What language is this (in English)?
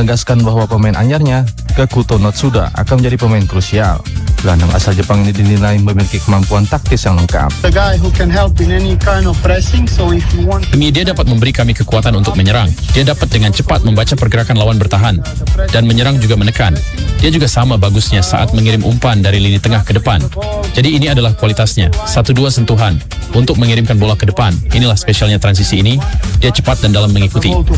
Indonesian